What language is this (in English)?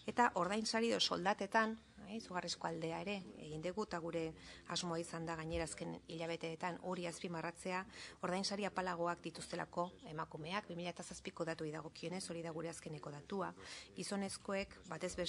Basque